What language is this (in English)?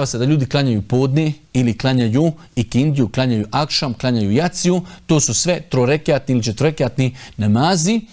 Bosnian